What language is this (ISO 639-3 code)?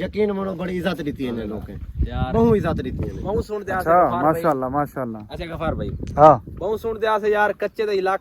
skr